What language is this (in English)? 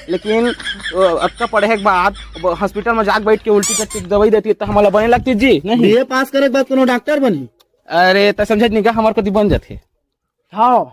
Chhattisgarhi